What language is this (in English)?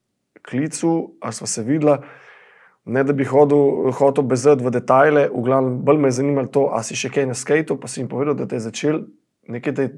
Slovenian